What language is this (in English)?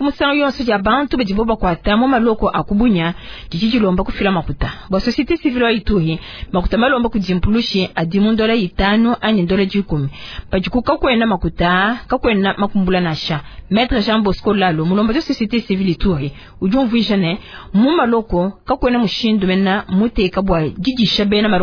Luba-Lulua